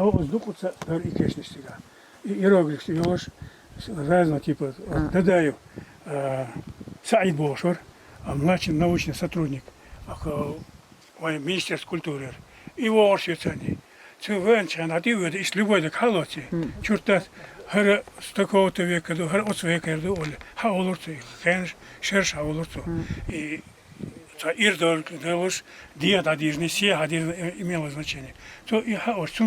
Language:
Chechen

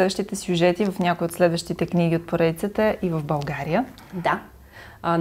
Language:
Bulgarian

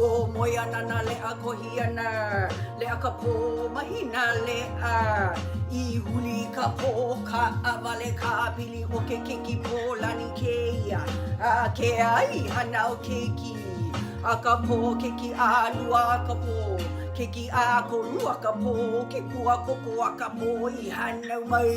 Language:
Hawaiian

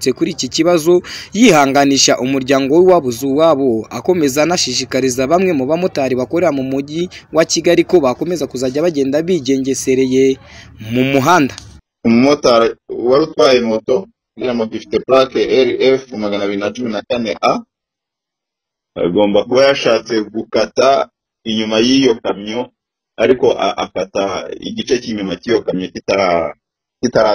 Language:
Kinyarwanda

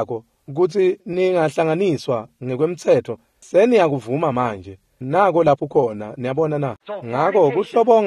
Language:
Swati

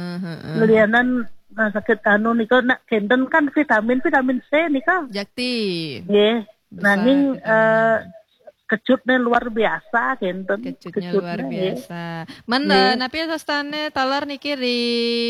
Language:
Balinese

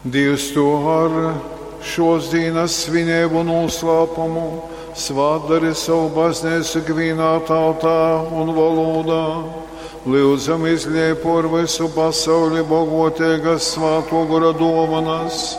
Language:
Latgalian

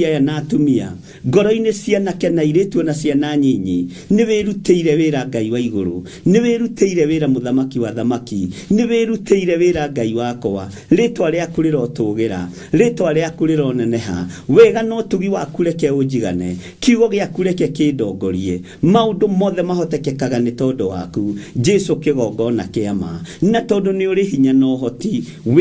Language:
Kikuyu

